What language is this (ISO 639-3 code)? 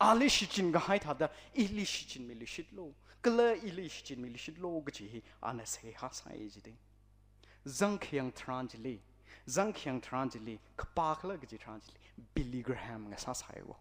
nmf